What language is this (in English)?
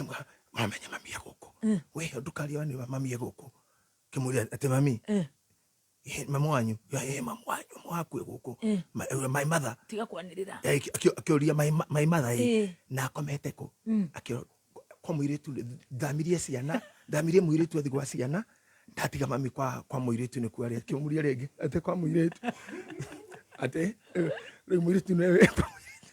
Kikuyu